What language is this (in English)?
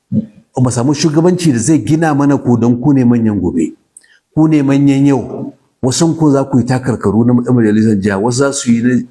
Hausa